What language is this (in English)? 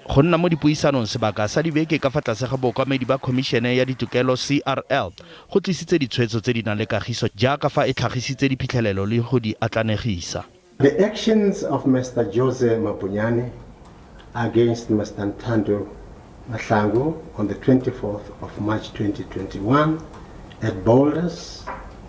Tswana